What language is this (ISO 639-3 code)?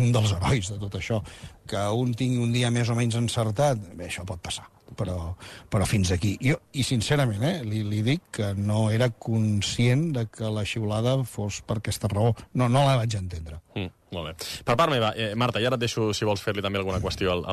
cat